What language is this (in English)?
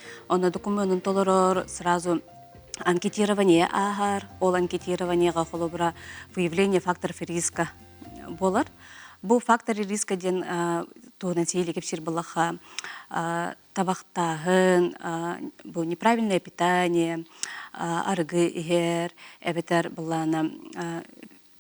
Yakut